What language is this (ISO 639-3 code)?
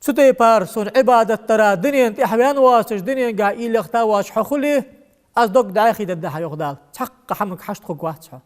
inh